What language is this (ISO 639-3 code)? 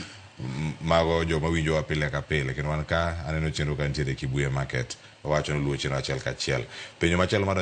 luo